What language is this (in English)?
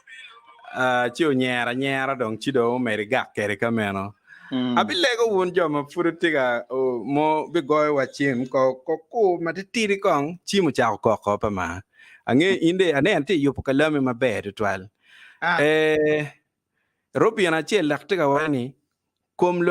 Acoli